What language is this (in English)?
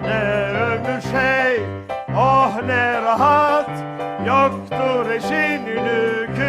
Ladino